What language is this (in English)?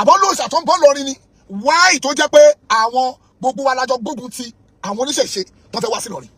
Yoruba